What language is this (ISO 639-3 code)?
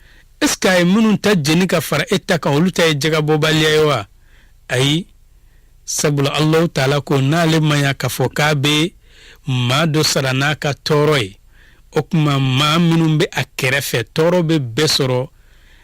bam